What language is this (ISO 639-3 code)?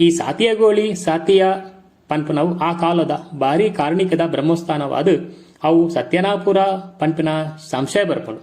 tcy